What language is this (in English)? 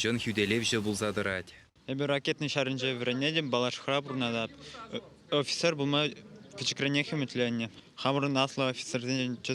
Chuvash